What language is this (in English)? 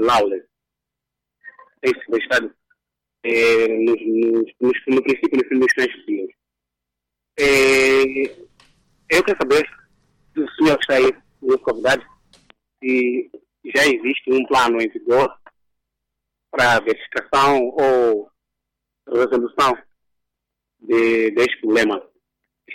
Portuguese